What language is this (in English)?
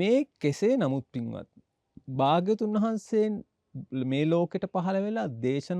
Sinhala